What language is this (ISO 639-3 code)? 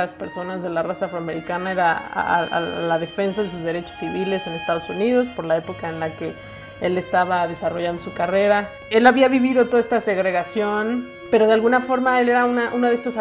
spa